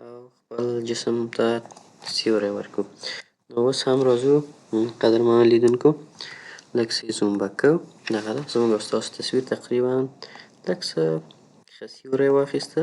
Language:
Pashto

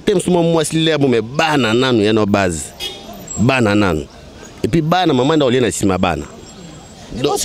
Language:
Lingala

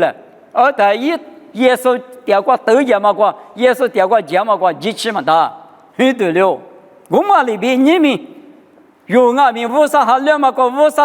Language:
Lisu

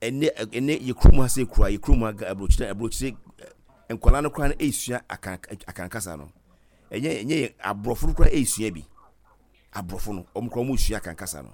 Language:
Akan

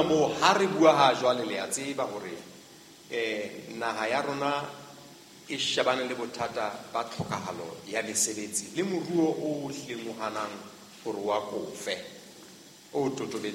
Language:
Southern Sotho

